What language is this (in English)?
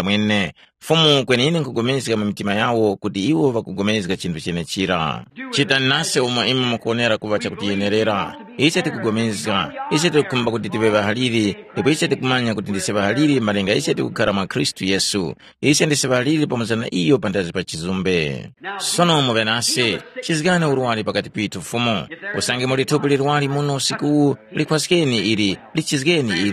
Tumbuka